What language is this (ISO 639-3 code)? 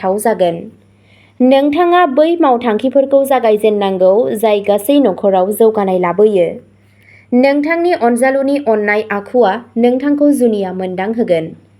brx